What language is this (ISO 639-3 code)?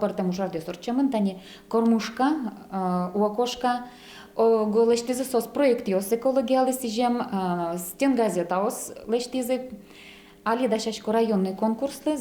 udm